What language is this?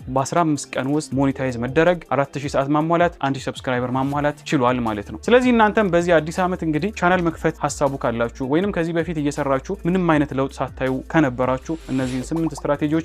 Amharic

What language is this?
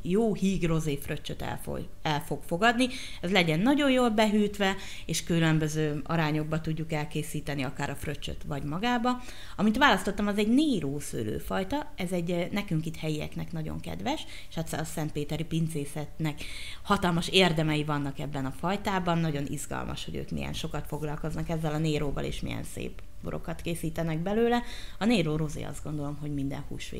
Hungarian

